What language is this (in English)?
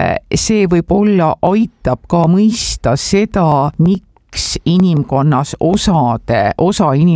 Estonian